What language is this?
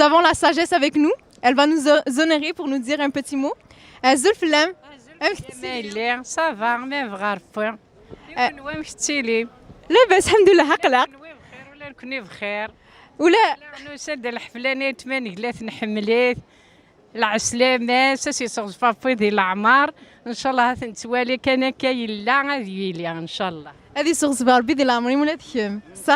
Kabyle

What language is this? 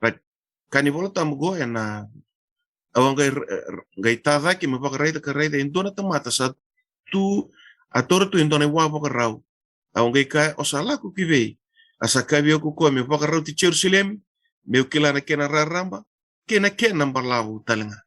Fijian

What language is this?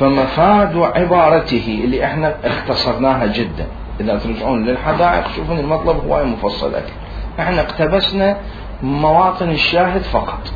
Mesopotamian Arabic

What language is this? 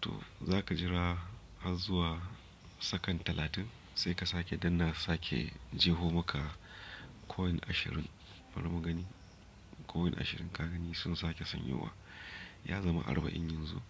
Hausa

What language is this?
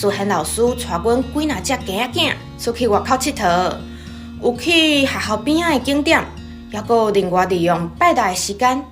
Min Nan Chinese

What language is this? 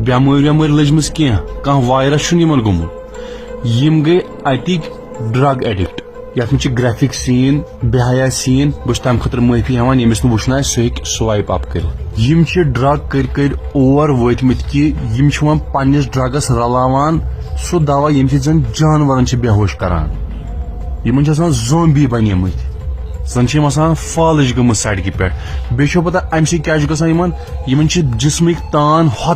Kashmiri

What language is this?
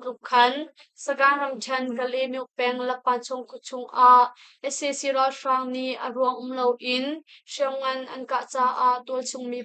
Hakha Chin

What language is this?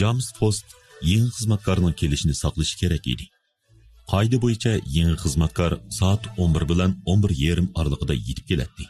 Uyghur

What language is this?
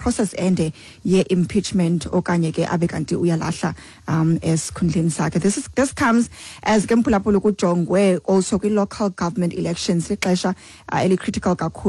Xhosa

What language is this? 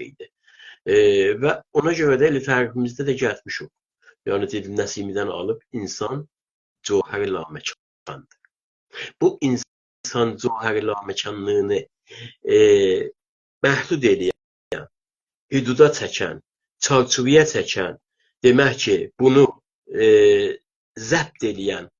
South Azerbaijani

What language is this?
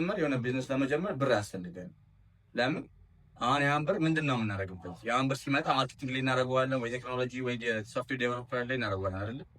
Amharic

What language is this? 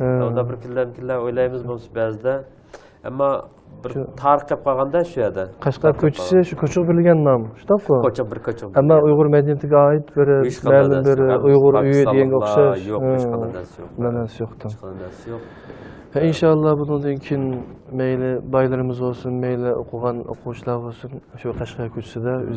Uyghur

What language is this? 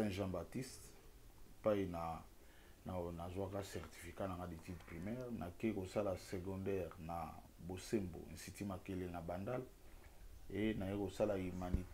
Lingala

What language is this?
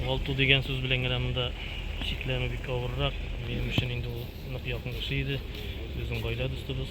Tatar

